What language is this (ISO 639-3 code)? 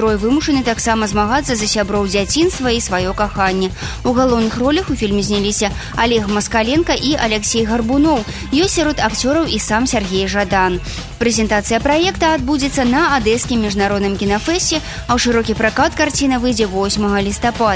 bel